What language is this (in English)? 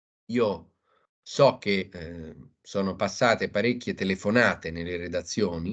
Italian